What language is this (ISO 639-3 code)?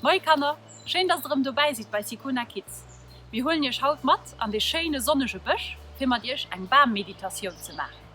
ltz